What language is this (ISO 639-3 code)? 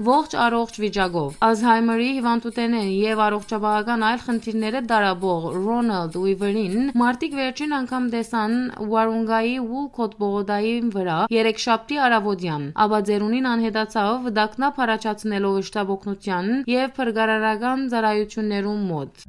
hyw